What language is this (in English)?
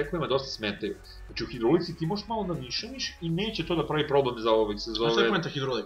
Serbian